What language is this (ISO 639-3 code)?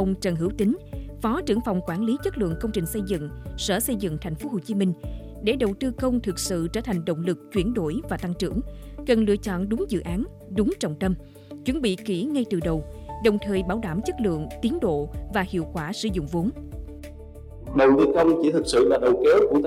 vie